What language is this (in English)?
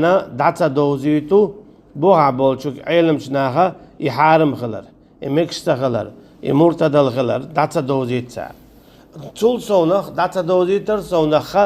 Chechen